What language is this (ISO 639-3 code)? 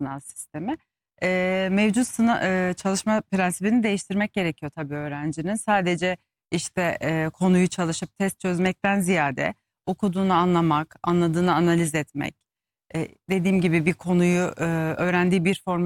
tur